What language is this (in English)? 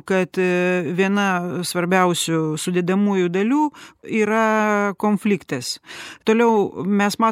Lithuanian